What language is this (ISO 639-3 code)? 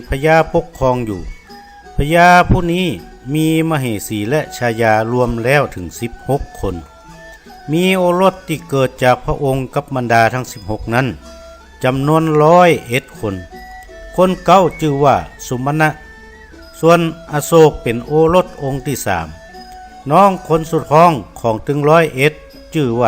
nod